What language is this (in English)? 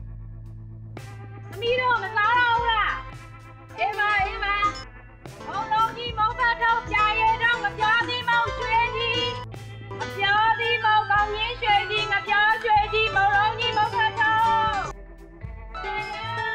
Burmese